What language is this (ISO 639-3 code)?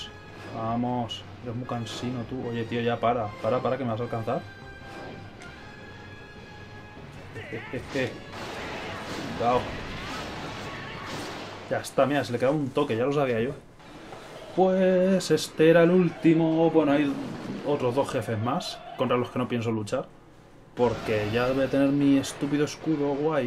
spa